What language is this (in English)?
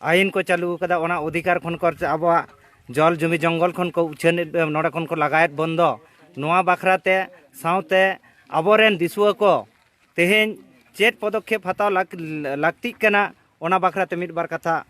Santali